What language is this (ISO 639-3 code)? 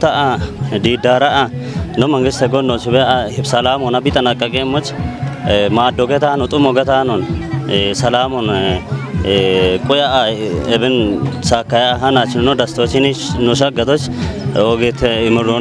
kbr